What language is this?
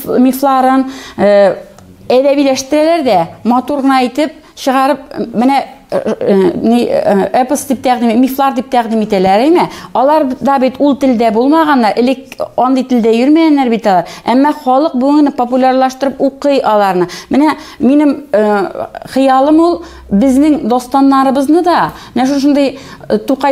Tatar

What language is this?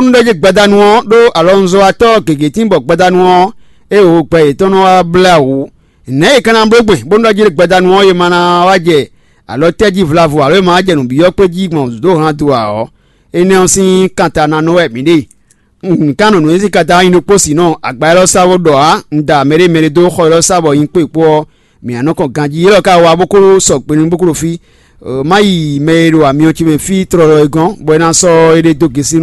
Fon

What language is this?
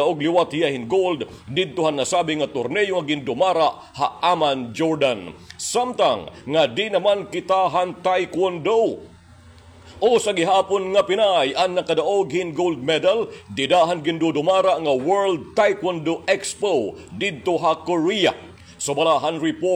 Waray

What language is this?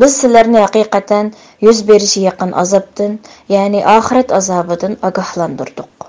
Uyghur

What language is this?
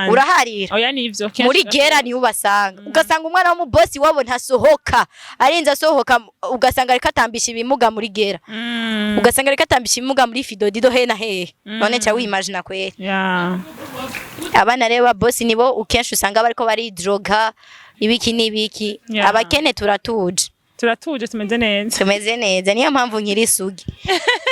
Rundi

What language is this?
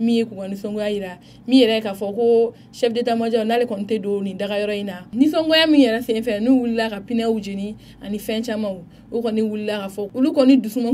Bambara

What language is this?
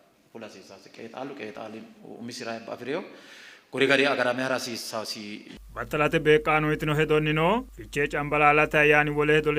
Sidamo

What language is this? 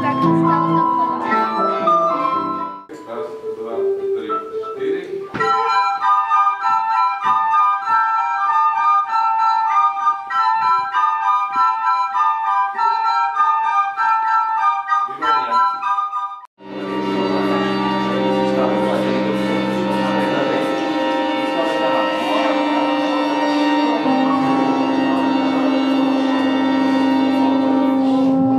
Slovak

